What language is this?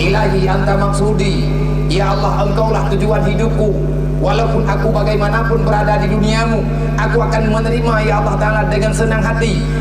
Achinese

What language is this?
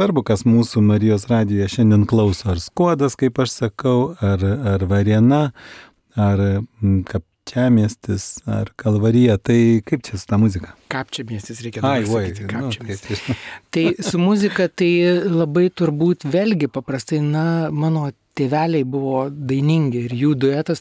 Lithuanian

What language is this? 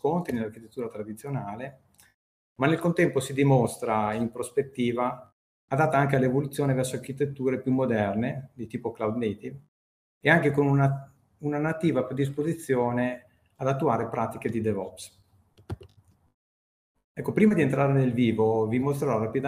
Italian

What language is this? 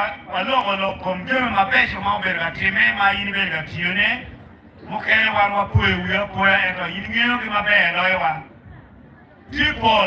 Acoli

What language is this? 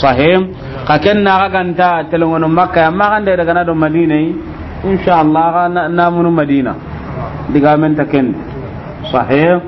Soninke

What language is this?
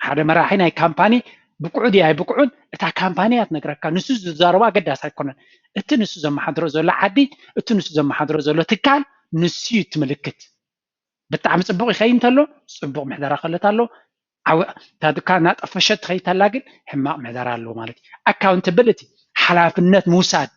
Tigrinya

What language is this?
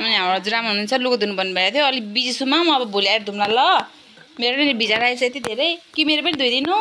Nepali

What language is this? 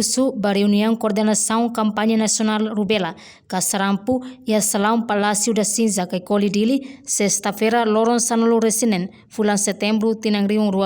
Tetum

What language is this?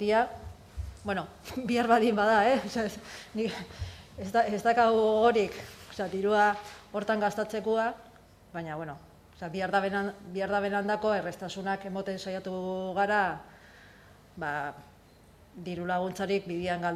Basque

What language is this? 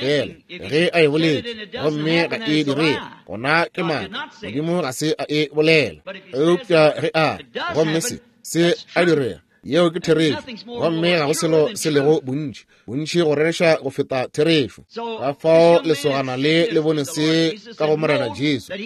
Northern Sotho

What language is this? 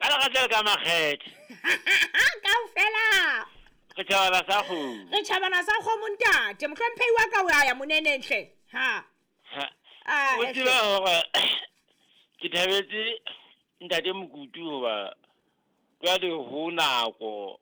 Southern Sotho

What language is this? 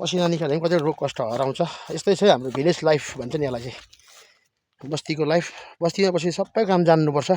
Nepali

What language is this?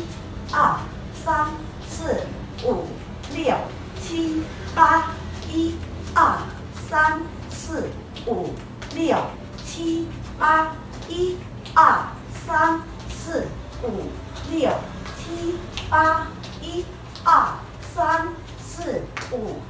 Chinese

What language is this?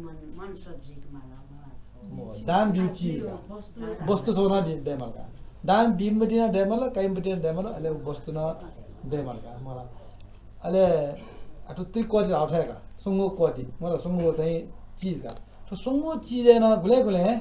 Newari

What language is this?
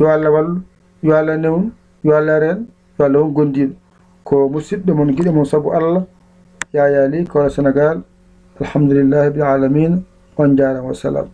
Fula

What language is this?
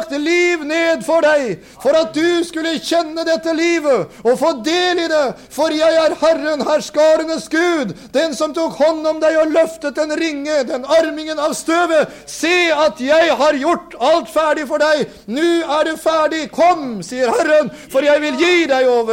Norwegian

